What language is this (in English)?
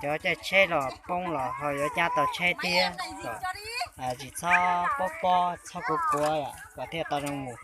Hmong